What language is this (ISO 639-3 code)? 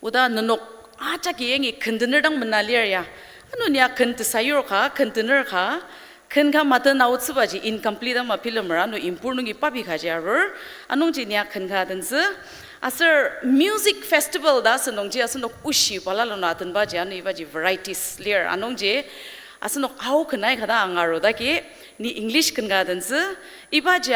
njo